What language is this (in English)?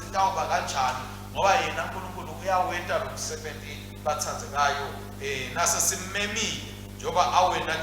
Swati